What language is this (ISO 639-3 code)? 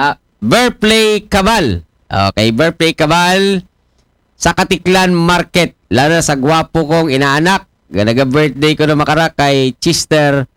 akl